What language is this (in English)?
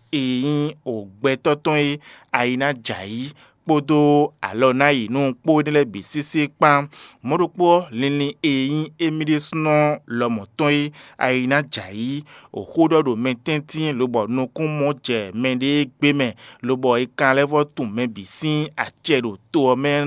Fon